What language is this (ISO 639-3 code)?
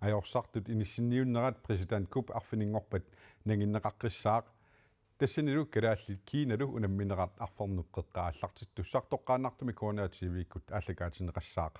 kal